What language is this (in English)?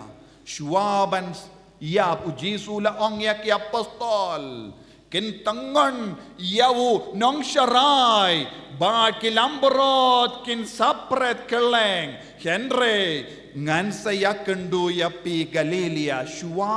Khasi